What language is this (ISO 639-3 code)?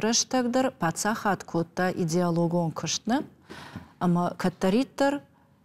oss